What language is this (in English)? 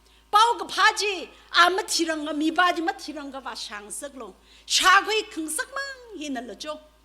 Tangkhul Naga (India)